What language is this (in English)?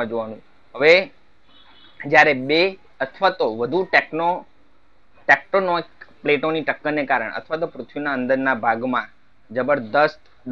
Gujarati